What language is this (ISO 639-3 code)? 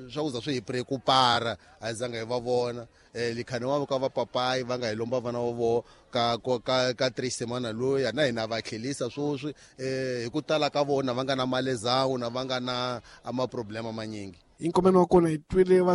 tso